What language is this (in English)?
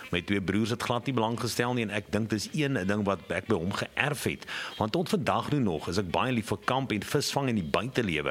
Afrikaans